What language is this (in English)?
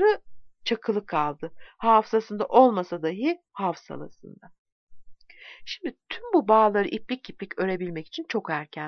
Turkish